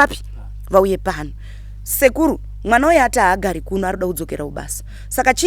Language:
Shona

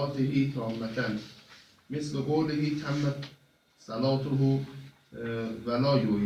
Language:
Persian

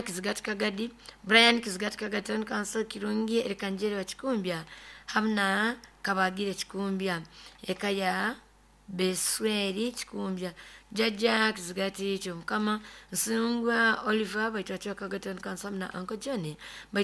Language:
Nyoro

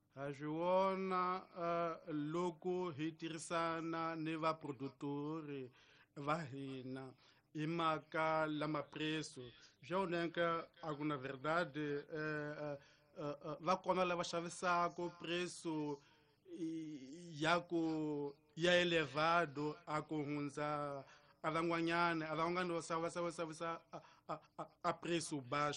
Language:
Tsonga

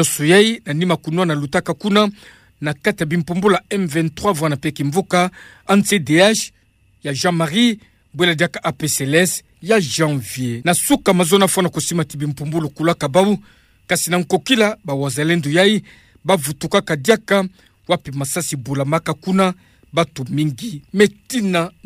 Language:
Kituba (Democratic Republic of Congo)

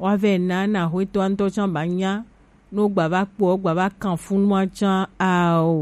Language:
Gen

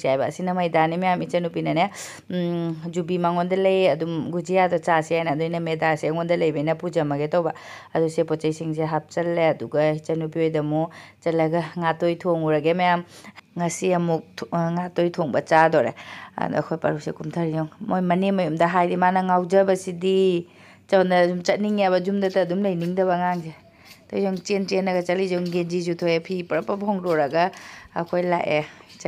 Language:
Manipuri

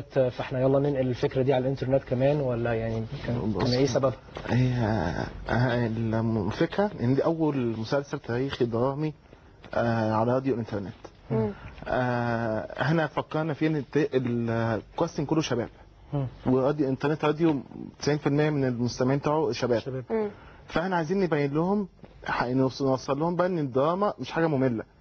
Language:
Egyptian Arabic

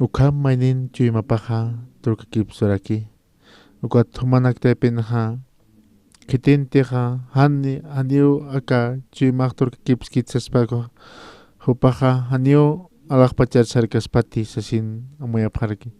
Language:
Aymara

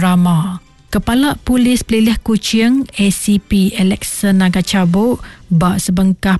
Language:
Iban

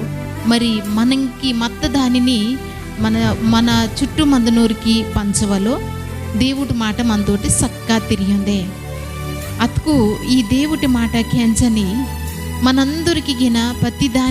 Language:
Koya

